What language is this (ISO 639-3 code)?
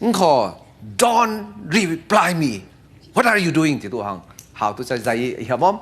cfm